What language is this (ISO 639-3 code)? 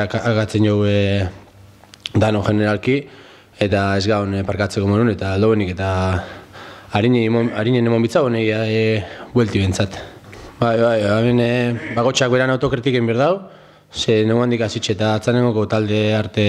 eus